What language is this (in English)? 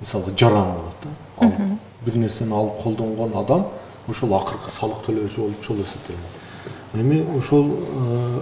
Kyrgyz